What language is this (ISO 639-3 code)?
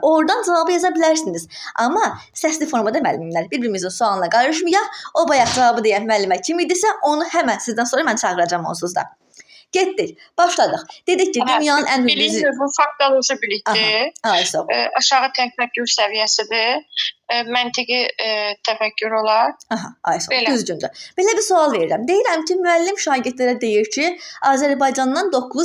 aze